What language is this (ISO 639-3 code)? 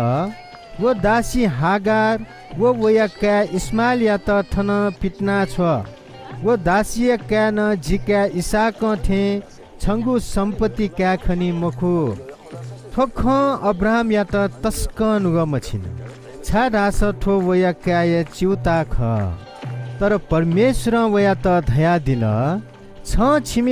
new